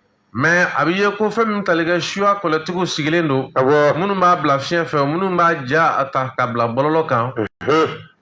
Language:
Bambara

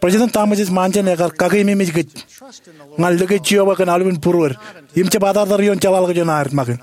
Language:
Marshallese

